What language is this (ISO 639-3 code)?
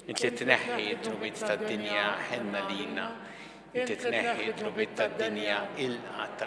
mlt